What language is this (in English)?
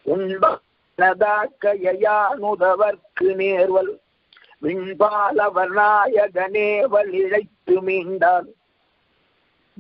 Tamil